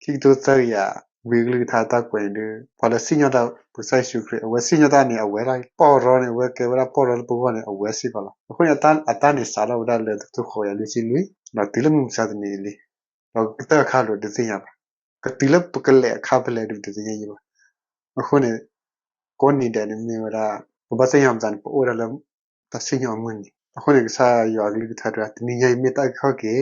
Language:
S'gaw Karen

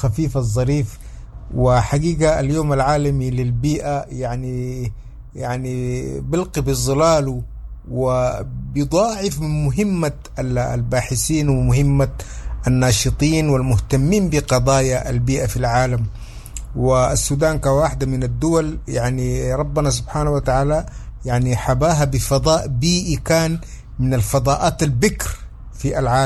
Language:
Sudanese Arabic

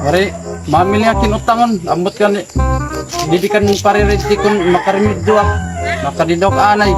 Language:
Waray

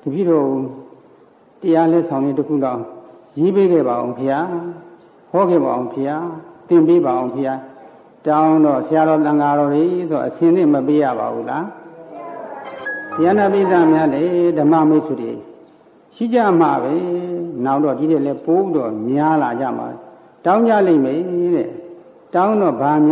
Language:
Burmese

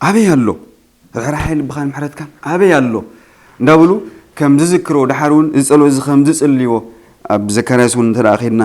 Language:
Tigrinya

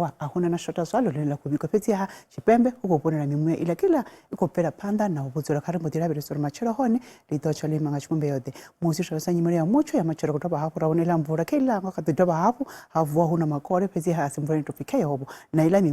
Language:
Venda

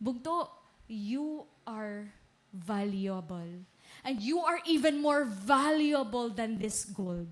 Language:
Waray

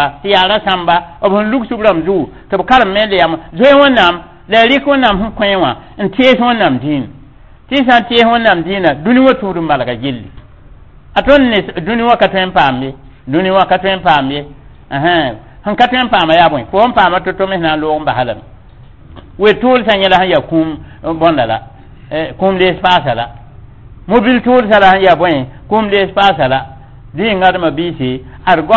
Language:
Mossi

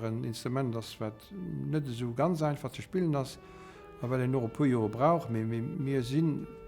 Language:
Luxembourgish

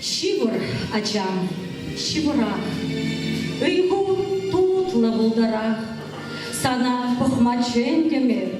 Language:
Chuvash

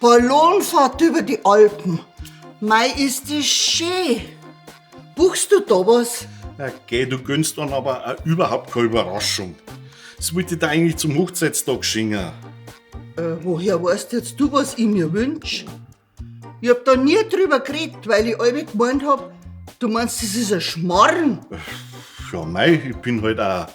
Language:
Bavarian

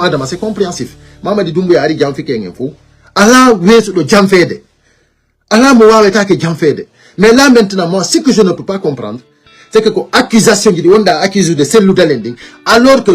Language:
Fula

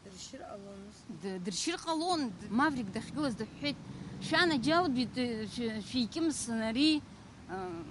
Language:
Abkhazian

